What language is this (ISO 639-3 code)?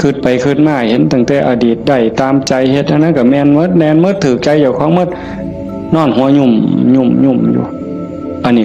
tts